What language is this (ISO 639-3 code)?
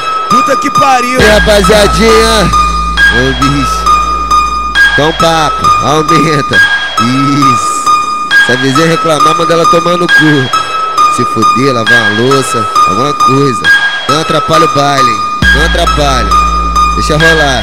por